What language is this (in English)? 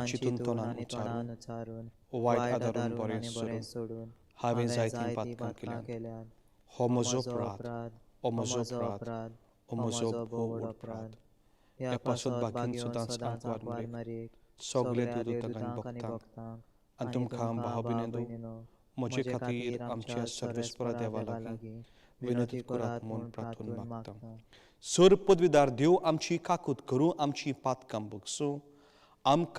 Konkani